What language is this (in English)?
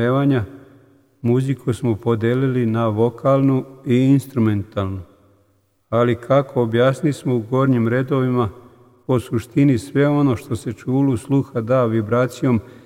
Serbian